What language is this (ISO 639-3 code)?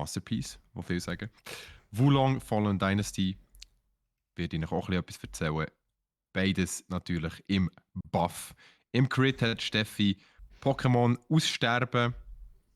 gsw